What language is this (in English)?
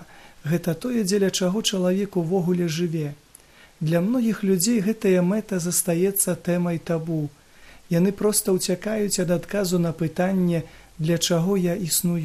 Belarusian